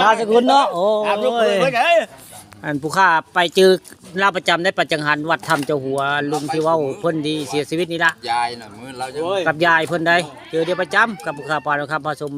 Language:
Northeastern Thai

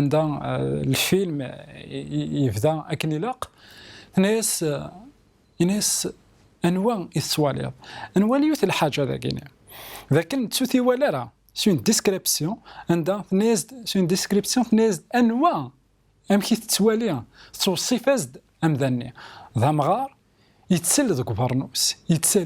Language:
Kabyle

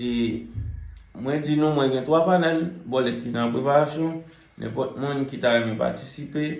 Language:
Haitian Creole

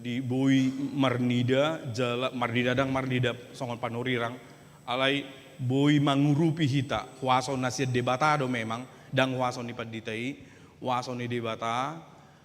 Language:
Batak Toba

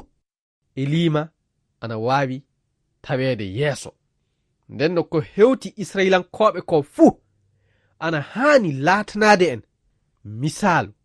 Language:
Fula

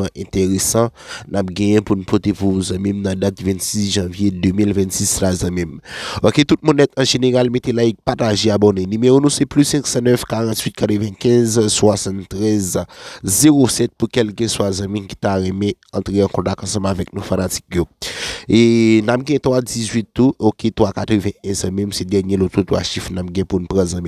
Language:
Haitian Creole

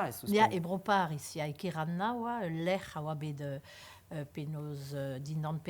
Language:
Breton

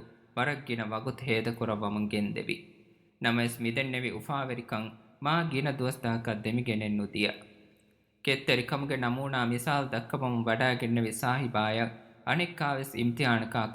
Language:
Divehi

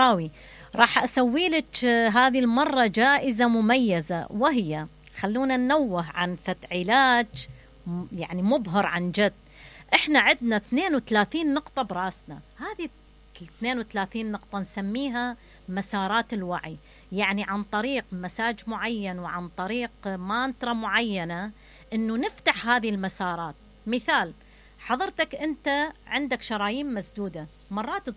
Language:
Mesopotamian Arabic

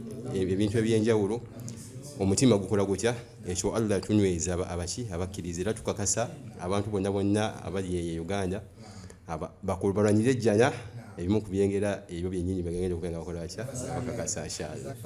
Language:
Ganda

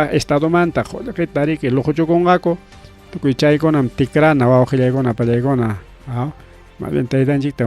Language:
Ayacucho Quechua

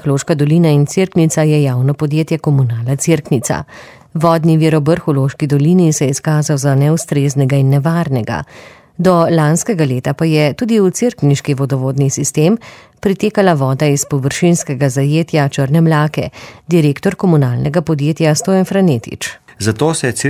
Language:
Slovenian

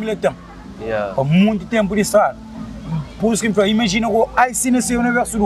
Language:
Kabuverdianu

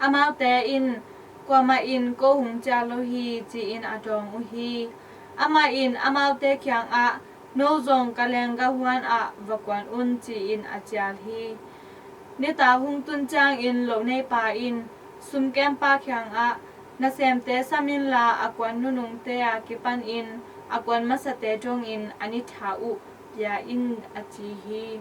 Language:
Tedim Chin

